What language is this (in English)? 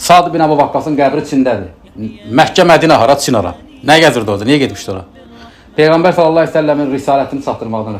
Azerbaijani